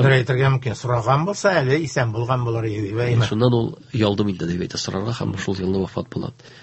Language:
Tatar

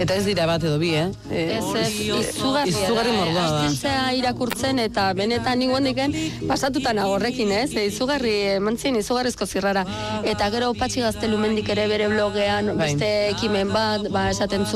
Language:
Basque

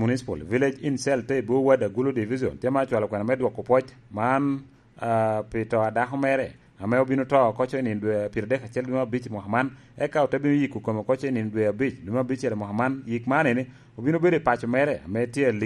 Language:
Lango (Uganda)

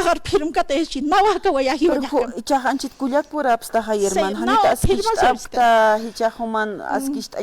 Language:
Aymara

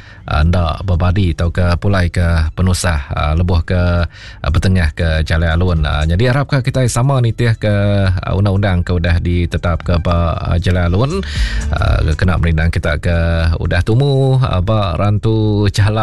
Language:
Iban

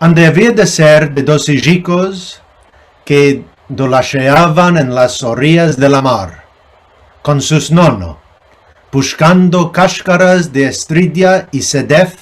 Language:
Ladino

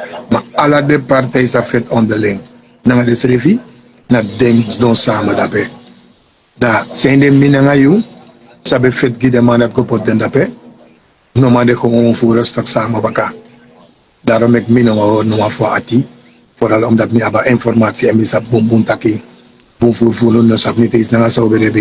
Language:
Sranan Tongo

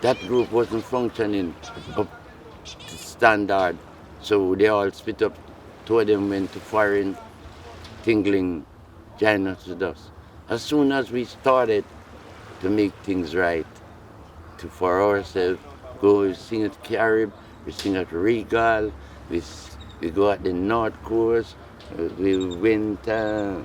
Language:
Jamaican Creole English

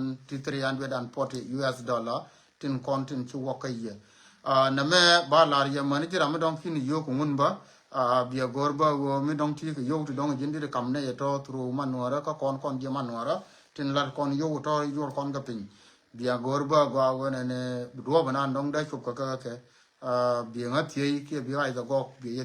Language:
Nuer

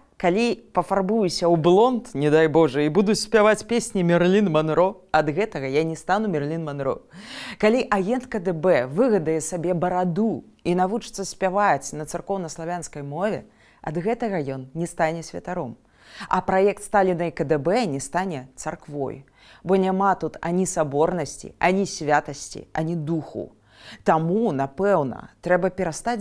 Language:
Belarusian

